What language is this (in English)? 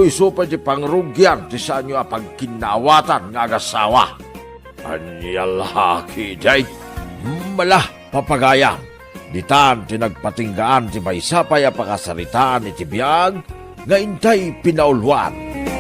Iloko